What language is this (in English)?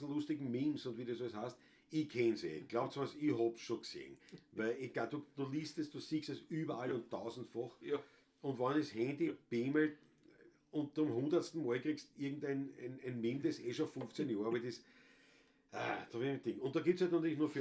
Bavarian